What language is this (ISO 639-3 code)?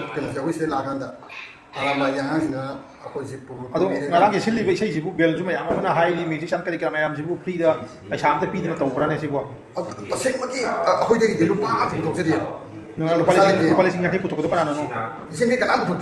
mni